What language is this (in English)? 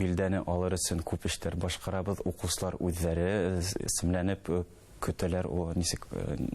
Bashkir